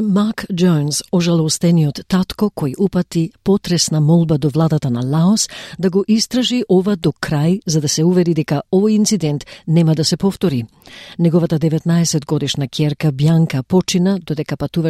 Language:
Macedonian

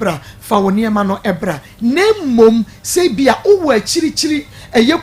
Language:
Akan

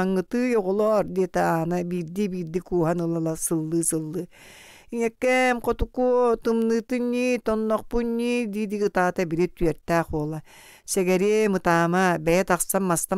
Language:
Yakut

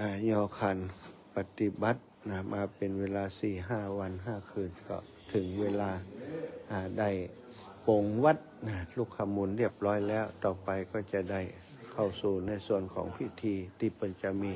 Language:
Pali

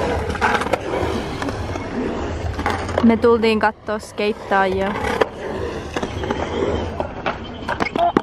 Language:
Finnish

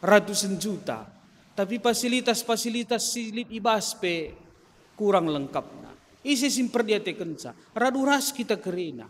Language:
Batak Karo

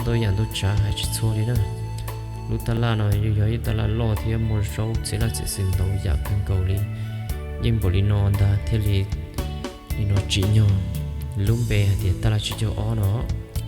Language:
Hmong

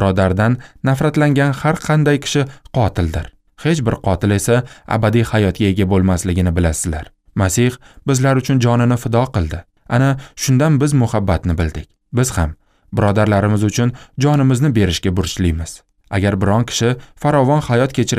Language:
Uzbek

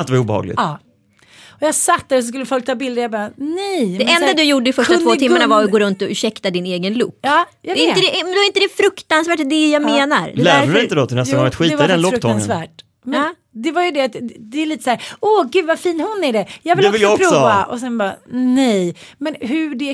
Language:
Swedish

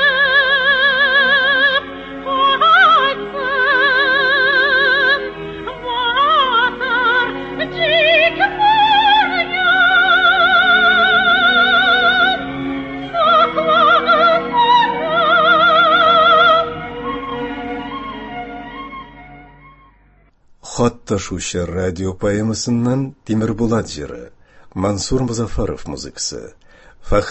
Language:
Tatar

